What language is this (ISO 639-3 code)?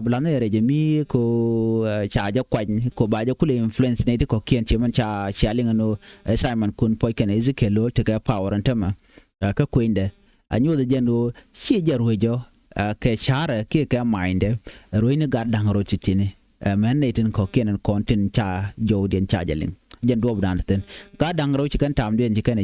nus